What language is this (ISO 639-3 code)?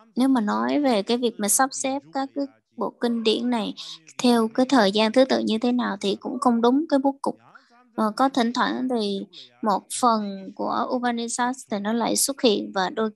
vie